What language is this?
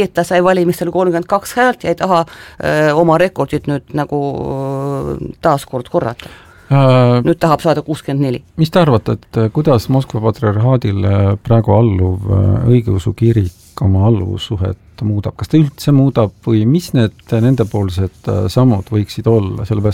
Estonian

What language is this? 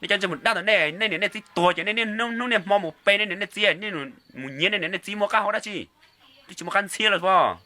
Hmong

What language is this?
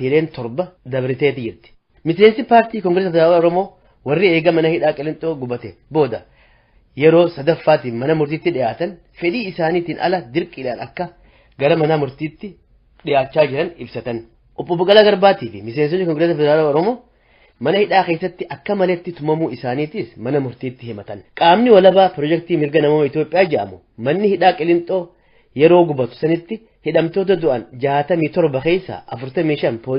Oromo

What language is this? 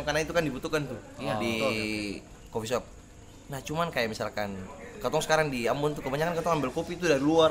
Ambonese Malay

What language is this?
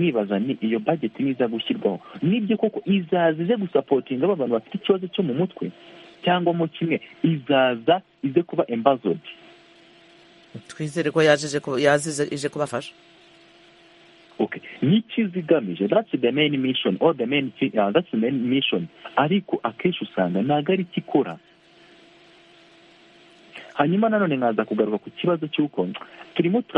Kinyarwanda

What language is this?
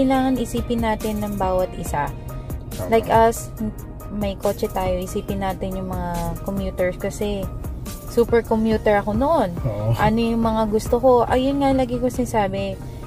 Filipino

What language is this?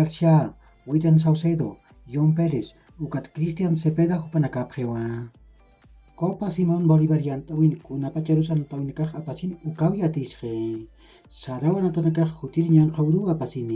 Aymara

